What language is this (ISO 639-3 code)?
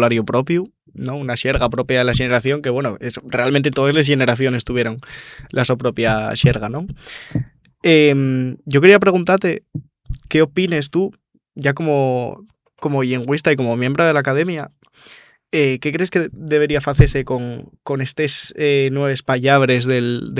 ast